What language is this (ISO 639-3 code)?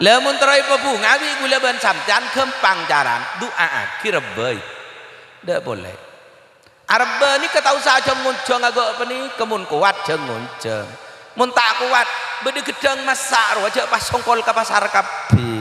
mad